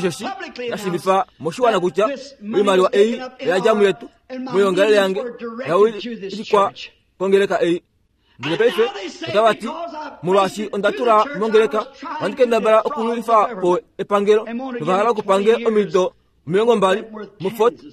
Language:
Kuanyama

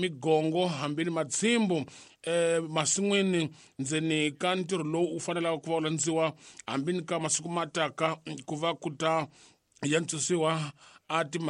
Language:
Tsonga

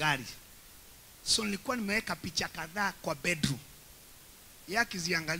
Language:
Swahili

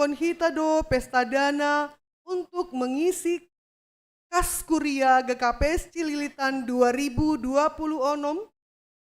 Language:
Batak Simalungun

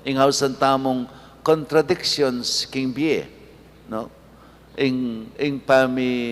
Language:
Pampanga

